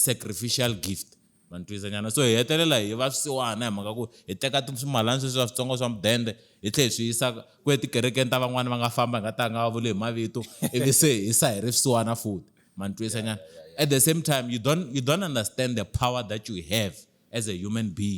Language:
Tsonga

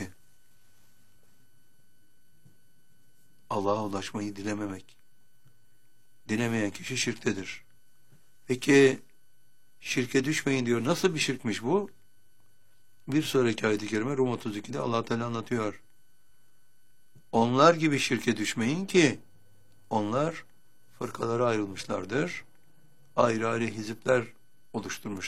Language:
Turkish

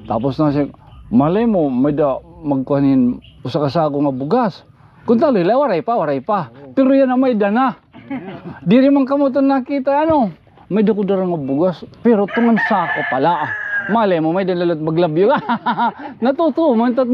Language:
Waray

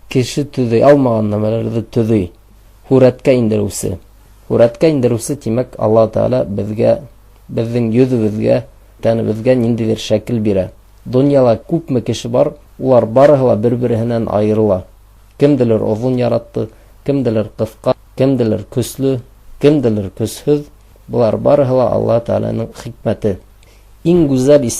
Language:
Bashkir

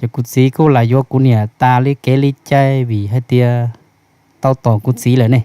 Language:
Hmong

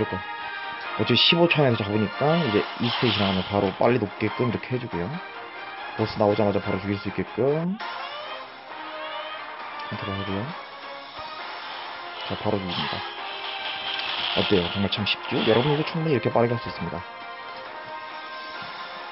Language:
Korean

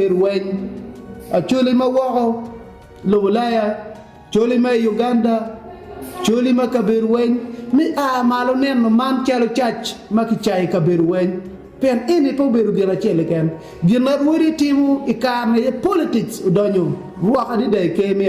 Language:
Acoli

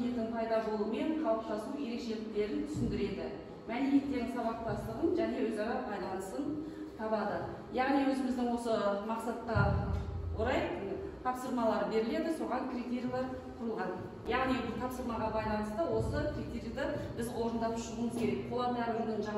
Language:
Kazakh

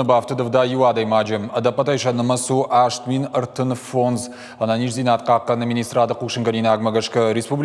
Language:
Ossetic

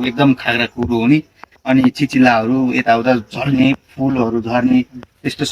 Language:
Nepali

